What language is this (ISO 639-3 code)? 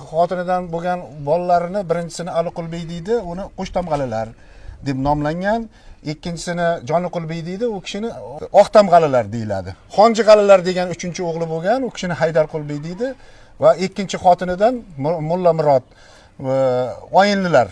uzb